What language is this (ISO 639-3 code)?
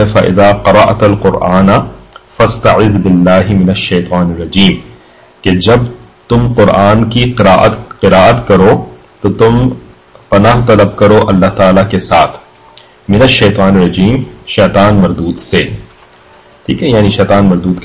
urd